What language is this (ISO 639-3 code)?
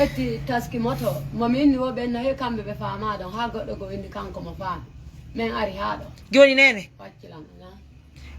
ful